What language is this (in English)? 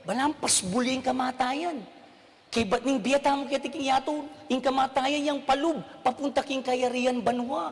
Pampanga